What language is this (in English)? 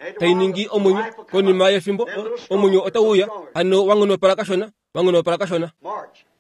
Kuanyama